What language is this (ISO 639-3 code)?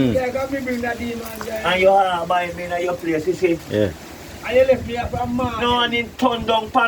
jam